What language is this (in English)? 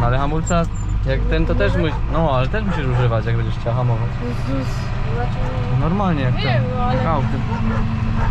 Silesian